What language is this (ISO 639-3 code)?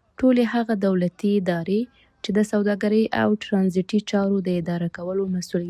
pus